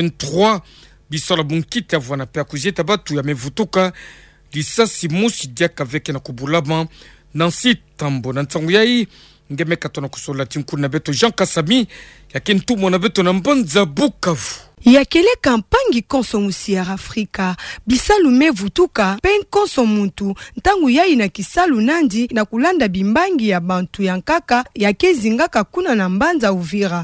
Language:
Kituba (Democratic Republic of Congo)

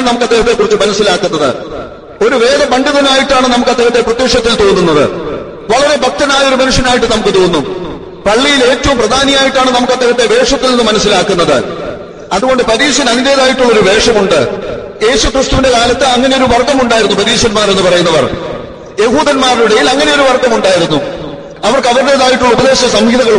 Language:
Malayalam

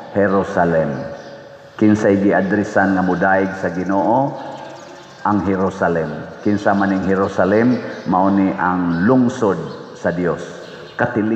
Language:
Cebuano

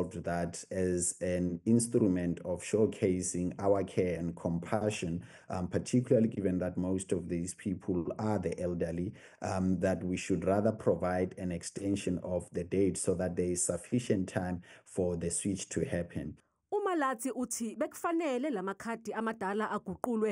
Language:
Zulu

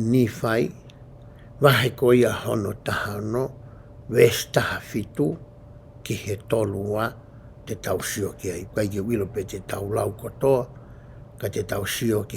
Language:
Tongan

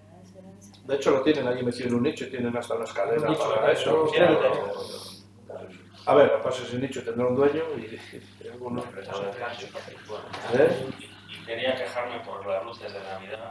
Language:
Spanish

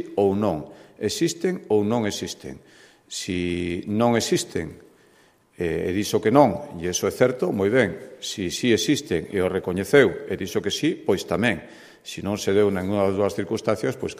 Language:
Galician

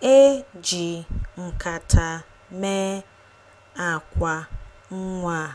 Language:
Igbo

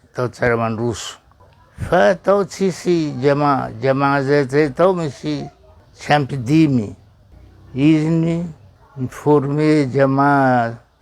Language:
Malagasy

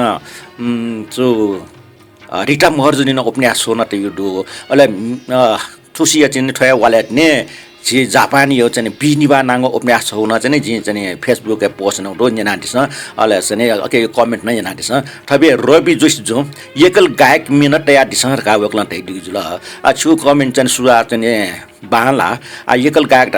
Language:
Newari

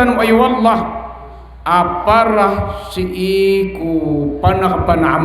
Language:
Maranao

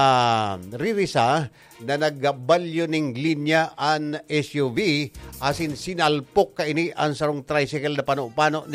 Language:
Bikol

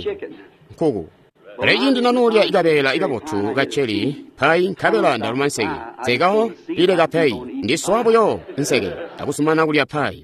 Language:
Tonga (Zambia)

